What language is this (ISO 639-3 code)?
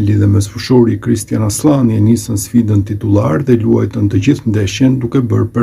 sqi